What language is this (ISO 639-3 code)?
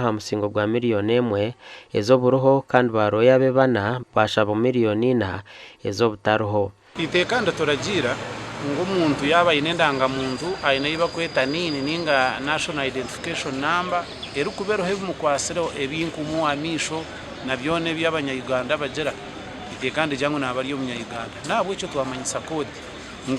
nyn